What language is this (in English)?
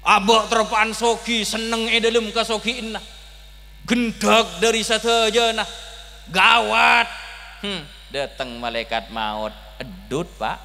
Madurese